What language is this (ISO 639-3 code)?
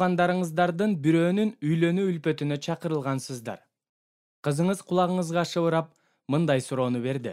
kir